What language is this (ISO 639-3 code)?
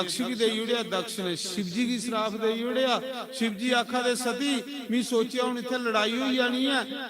doi